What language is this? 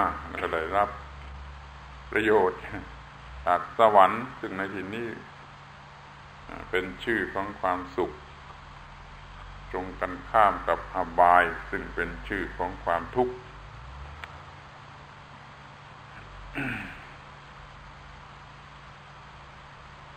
Thai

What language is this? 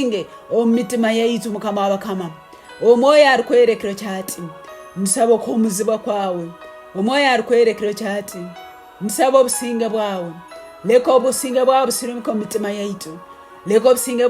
Tooro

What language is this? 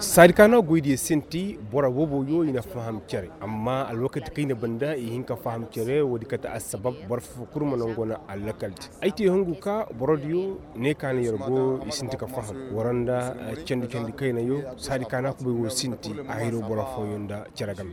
Koyraboro Senni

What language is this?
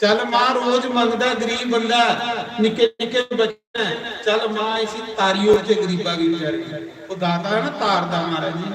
Dogri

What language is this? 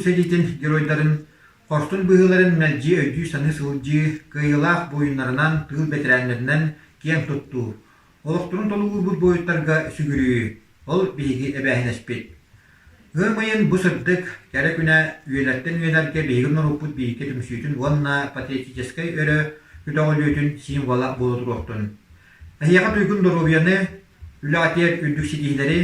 Yakut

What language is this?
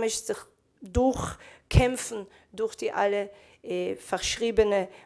Yiddish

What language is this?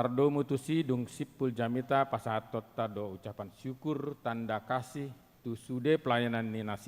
Batak Toba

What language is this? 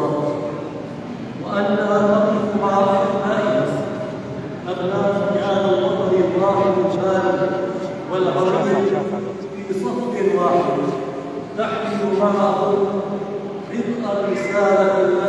Arabic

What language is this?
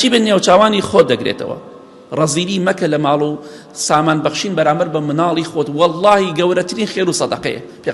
Central Kurdish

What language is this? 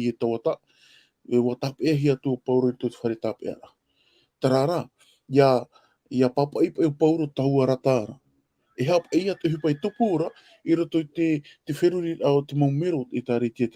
Tahitian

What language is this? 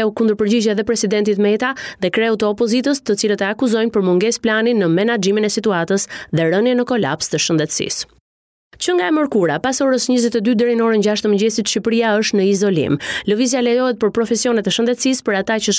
Albanian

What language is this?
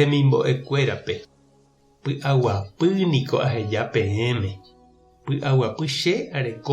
Guarani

